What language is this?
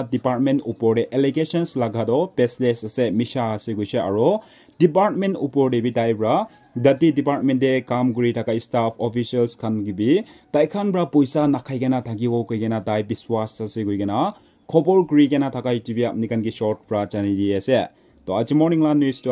Naga Pidgin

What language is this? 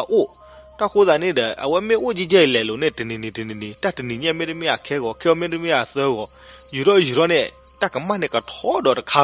S'gaw Karen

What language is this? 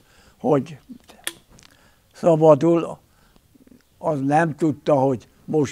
Hungarian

